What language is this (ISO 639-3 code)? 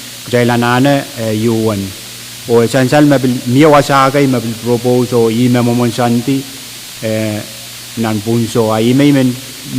pon